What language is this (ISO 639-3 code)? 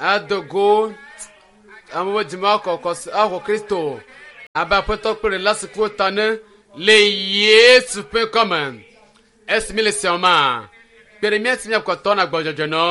ewe